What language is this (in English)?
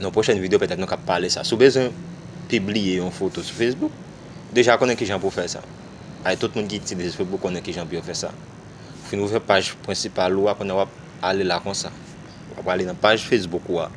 Haitian Creole